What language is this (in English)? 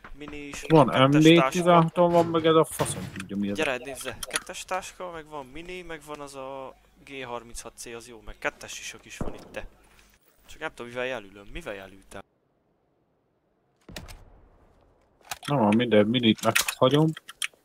Hungarian